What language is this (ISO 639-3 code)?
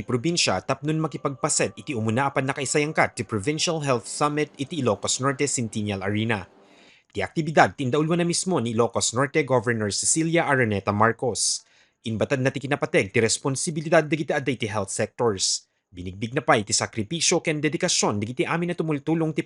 ilo